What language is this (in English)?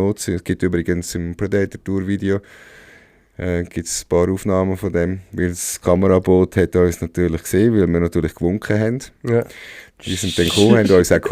Swiss German